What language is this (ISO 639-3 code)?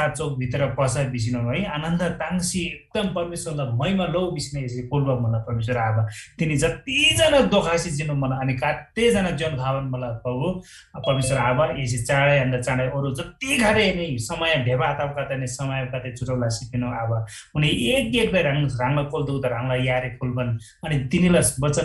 taj